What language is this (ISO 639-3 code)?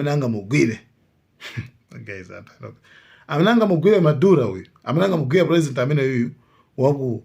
nya